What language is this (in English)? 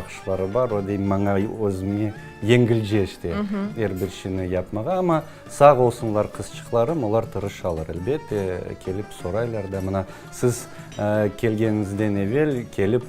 Crimean Tatar